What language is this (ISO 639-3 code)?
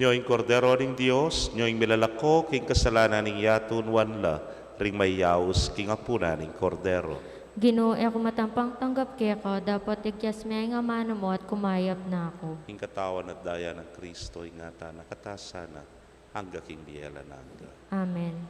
pam